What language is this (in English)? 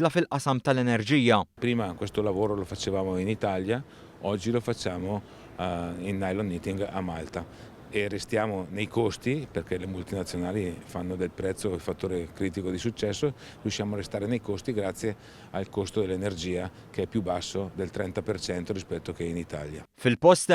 Maltese